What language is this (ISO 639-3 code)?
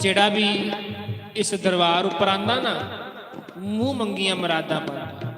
doi